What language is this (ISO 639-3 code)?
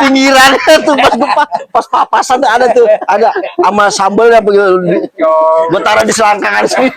bew